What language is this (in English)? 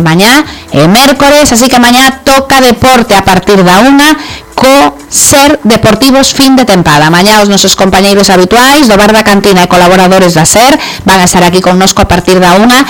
Galician